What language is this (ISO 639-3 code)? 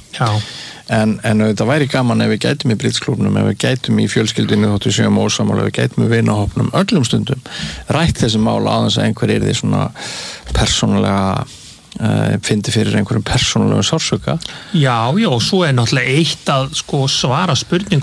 isl